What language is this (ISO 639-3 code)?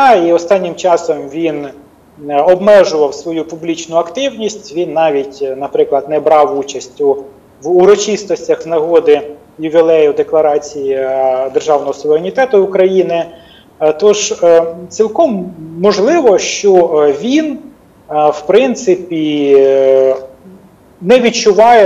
ukr